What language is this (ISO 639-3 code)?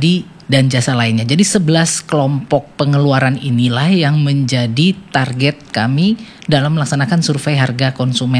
ind